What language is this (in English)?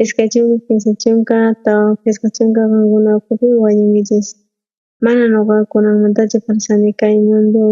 South Bolivian Quechua